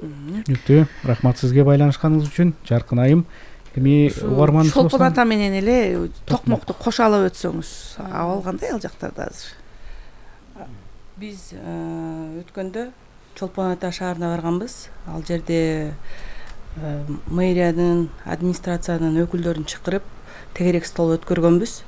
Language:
Kyrgyz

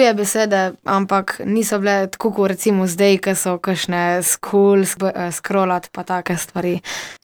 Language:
Slovenian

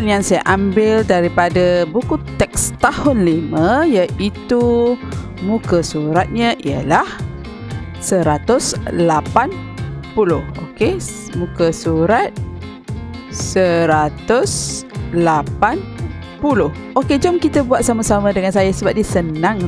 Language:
Malay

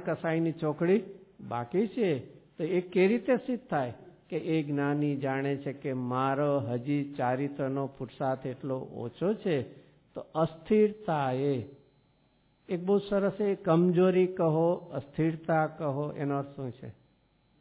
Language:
Gujarati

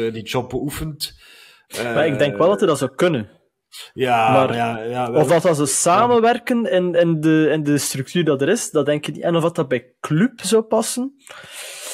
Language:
Dutch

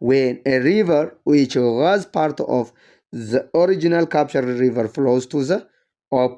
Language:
English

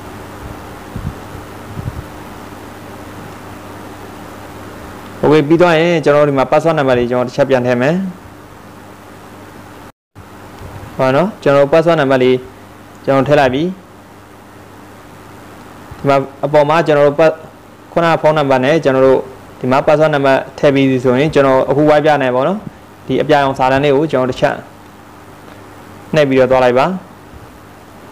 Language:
Burmese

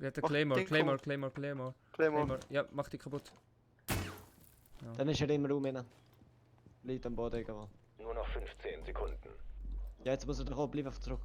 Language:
Swiss German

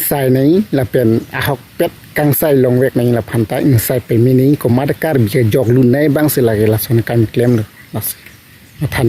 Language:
Karbi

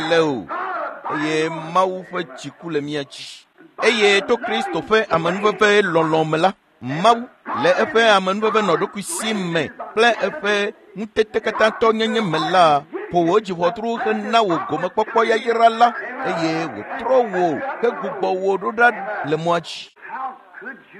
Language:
Ewe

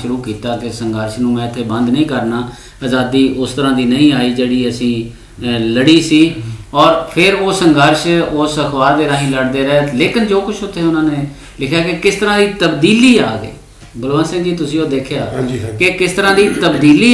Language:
Punjabi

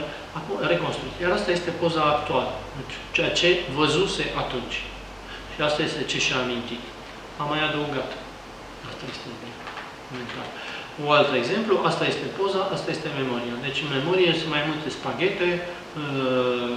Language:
Romanian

